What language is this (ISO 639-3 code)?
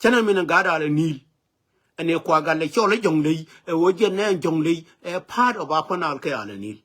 nus